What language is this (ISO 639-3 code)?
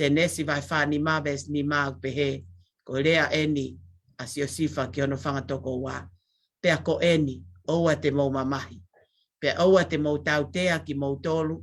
ton